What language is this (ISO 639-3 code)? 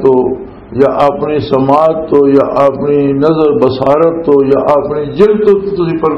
lah